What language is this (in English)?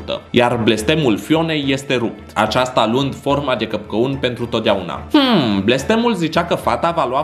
Romanian